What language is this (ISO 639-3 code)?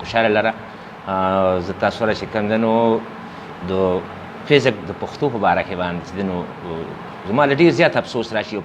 pus